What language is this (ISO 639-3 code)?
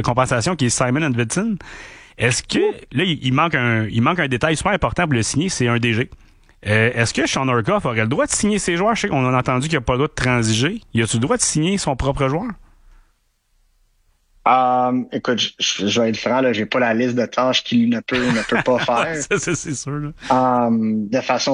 fra